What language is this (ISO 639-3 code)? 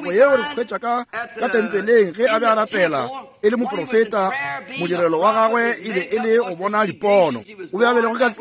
nso